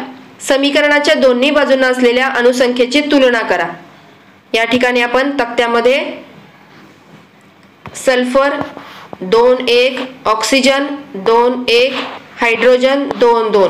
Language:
Marathi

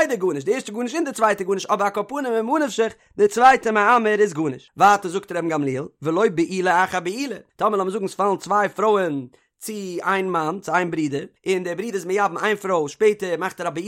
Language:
Yiddish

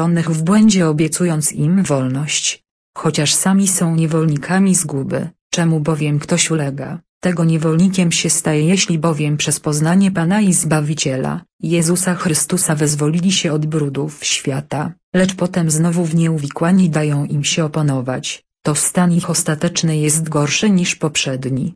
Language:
Polish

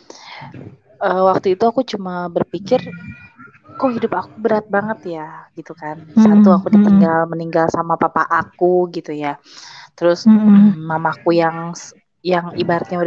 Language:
Indonesian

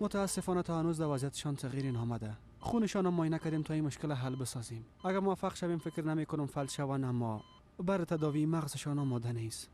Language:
Persian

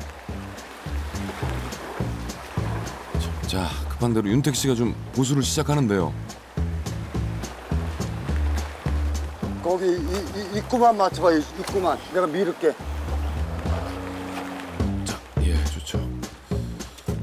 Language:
Korean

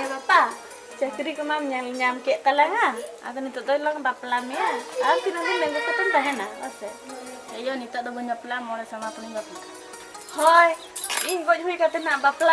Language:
Santali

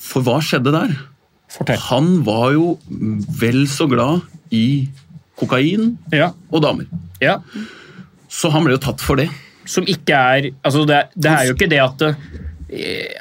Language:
Norwegian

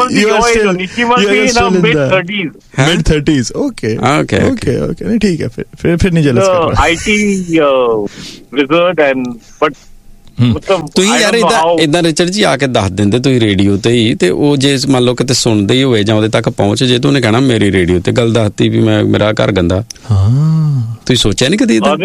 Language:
Punjabi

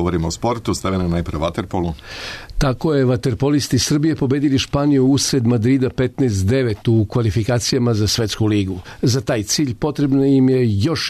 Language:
Serbian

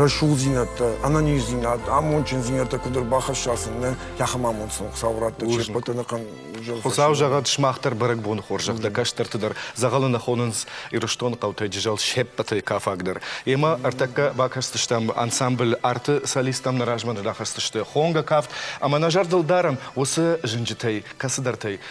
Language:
Ossetic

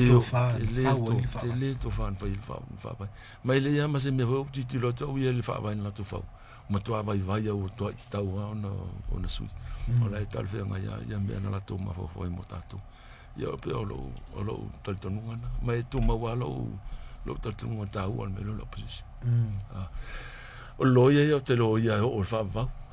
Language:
Samoan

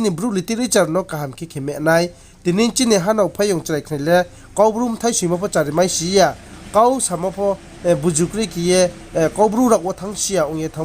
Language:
Riang (India)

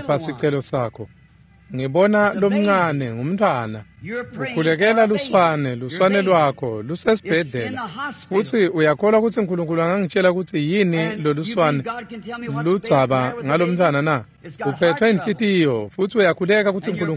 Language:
Swati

